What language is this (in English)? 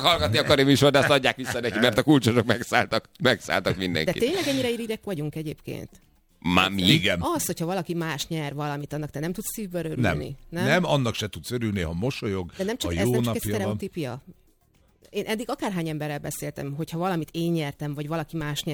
Hungarian